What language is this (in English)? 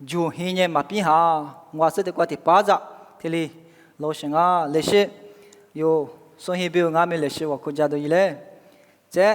Lisu